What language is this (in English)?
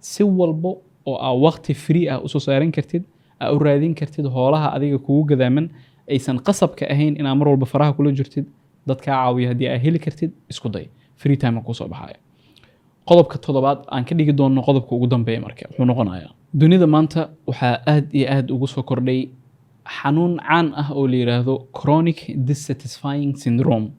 Somali